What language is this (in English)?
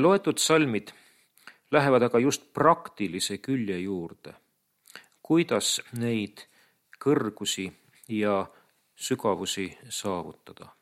Estonian